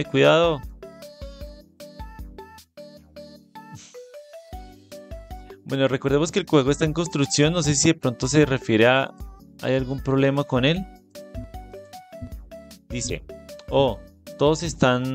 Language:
Spanish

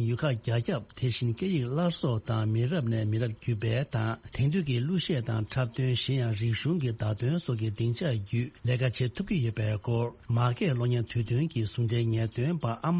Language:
Tibetan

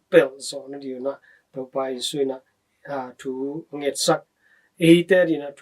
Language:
Tedim Chin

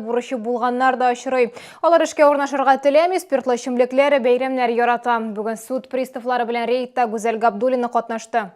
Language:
Tatar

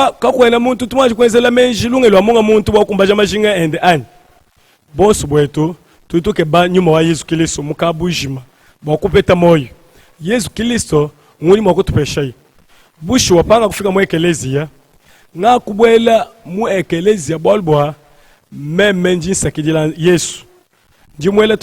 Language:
Luba-Lulua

